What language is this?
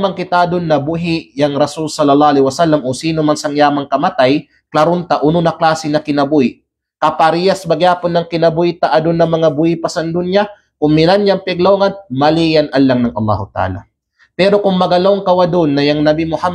Kalagan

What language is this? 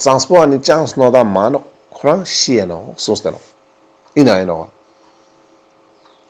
Ladakhi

